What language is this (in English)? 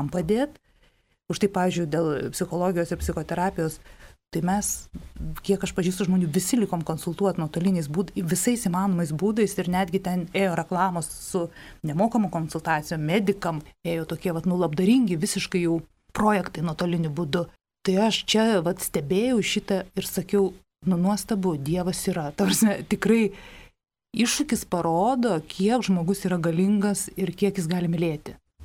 Lithuanian